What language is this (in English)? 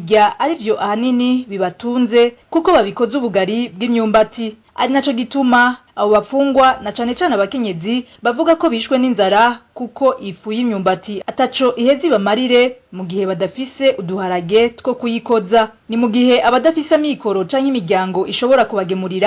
Rundi